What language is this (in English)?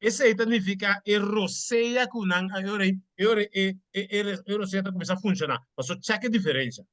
Papiamento